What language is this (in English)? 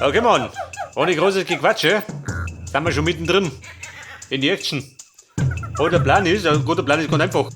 Bavarian